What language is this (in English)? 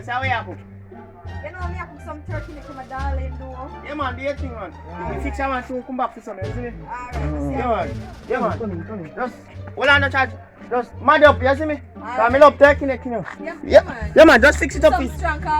Jamaican Creole English